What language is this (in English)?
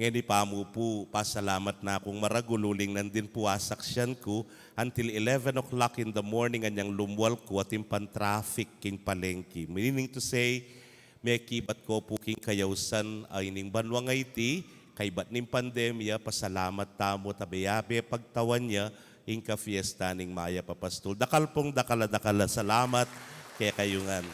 Pampanga